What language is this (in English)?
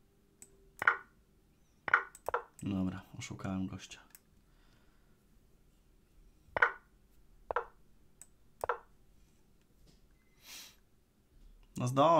Polish